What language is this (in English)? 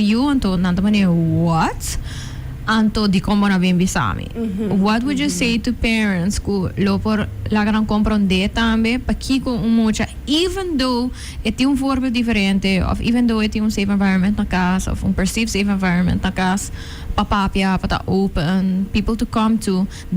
Papiamento